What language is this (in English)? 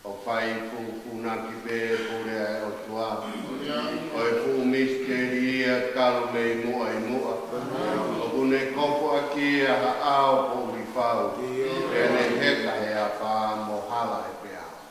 Tongan